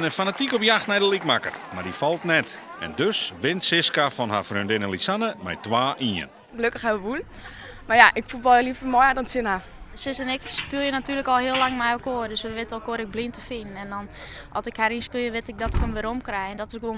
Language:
Western Frisian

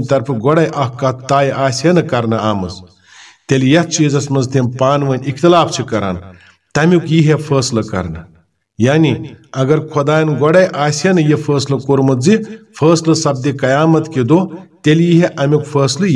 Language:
Kashmiri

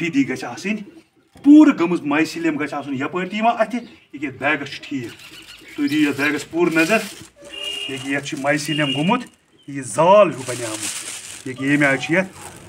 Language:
Kashmiri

